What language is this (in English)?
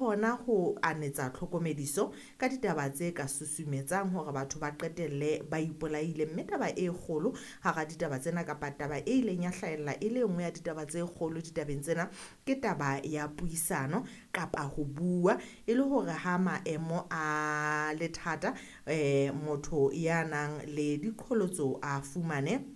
Southern Sotho